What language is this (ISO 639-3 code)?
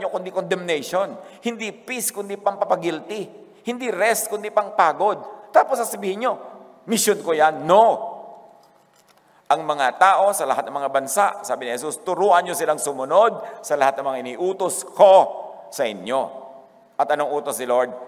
fil